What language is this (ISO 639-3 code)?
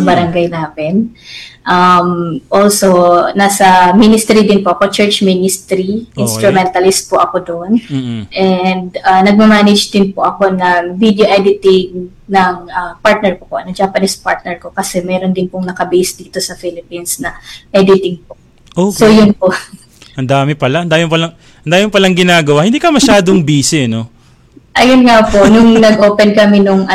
fil